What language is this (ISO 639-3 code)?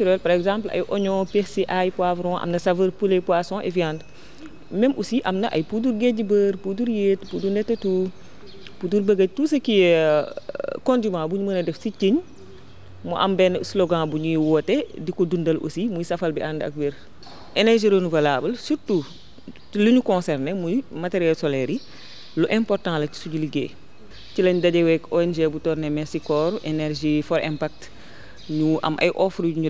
wol